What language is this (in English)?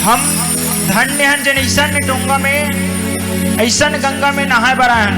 Chhattisgarhi